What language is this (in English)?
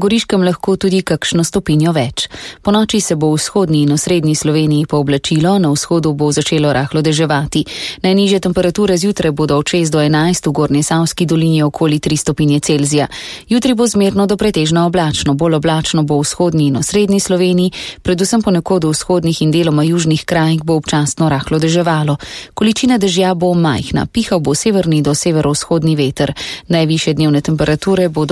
Slovenian